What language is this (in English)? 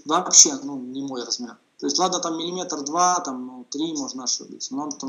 Russian